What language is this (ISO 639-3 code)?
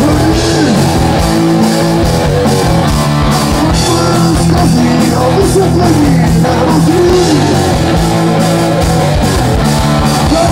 ces